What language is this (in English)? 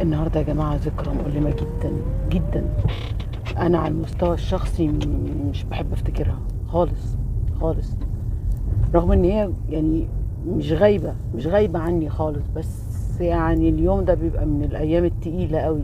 Egyptian Arabic